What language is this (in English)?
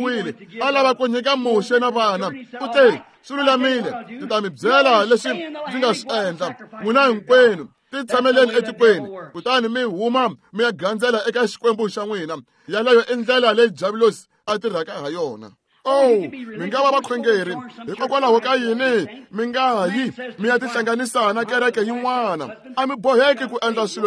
Tsonga